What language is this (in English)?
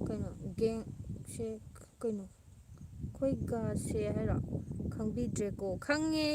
Manipuri